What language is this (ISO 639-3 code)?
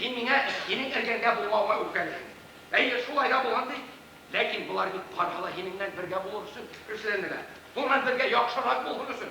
bak